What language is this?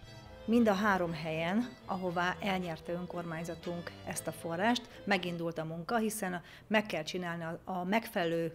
Hungarian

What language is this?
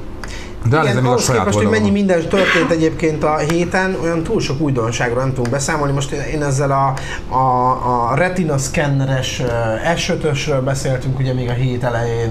Hungarian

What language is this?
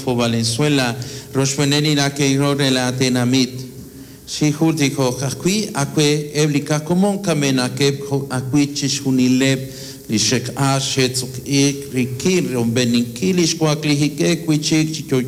Kekchí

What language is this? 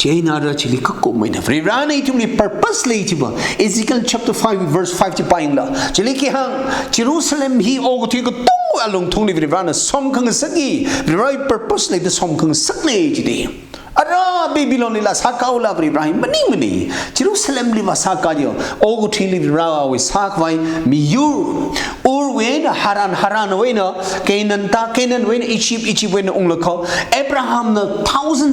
Tangkhul Naga (India)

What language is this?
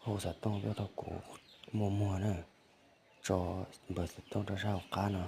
Hmong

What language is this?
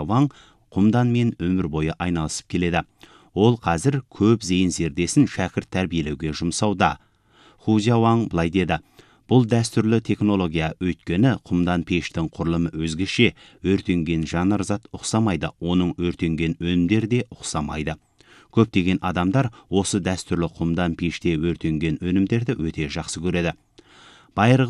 Kazakh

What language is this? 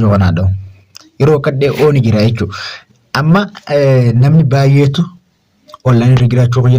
Oromo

